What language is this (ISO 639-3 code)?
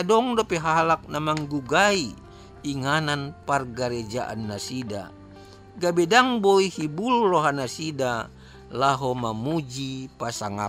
bbc